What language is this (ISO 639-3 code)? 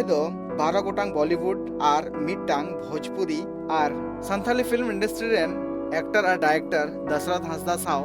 sat